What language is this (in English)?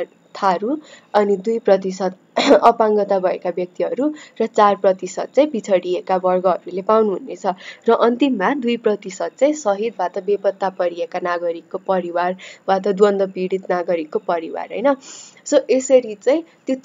Nepali